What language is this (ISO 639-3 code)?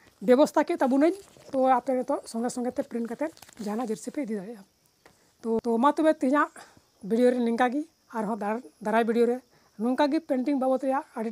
sat